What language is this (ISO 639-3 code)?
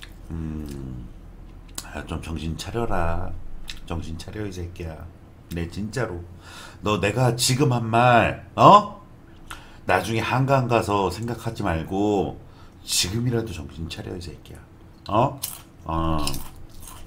kor